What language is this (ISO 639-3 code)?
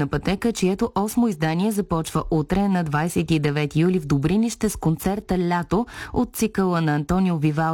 bul